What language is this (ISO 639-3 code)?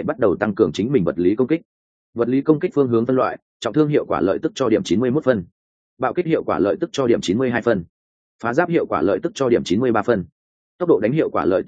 vie